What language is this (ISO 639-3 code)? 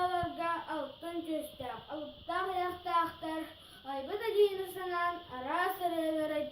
sah